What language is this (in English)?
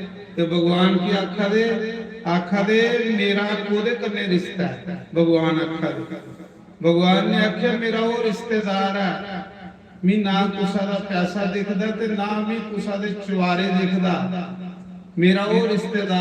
Dogri